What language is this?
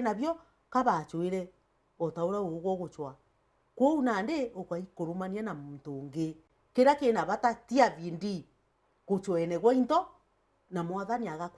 Meru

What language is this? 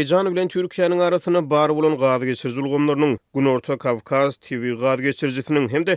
Turkmen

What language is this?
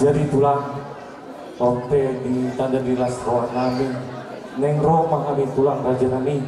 Batak Toba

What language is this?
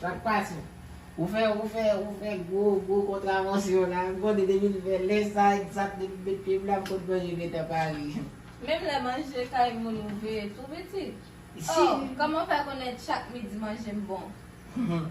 Haitian Creole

